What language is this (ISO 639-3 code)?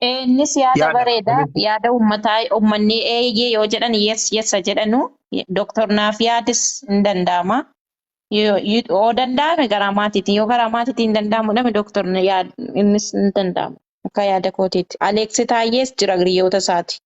orm